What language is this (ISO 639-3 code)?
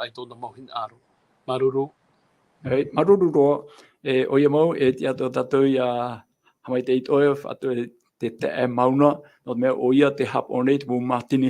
tah